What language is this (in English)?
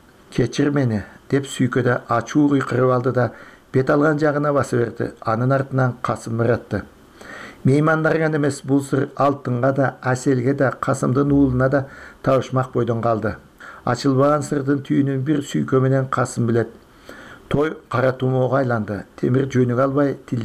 Kyrgyz